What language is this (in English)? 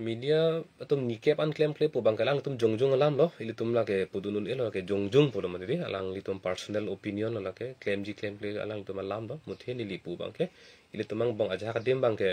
Karbi